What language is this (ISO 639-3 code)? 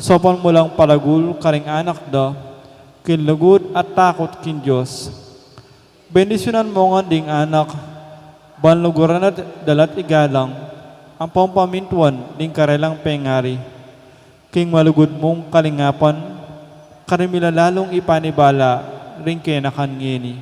pam